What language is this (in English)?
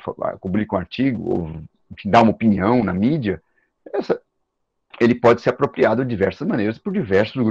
Portuguese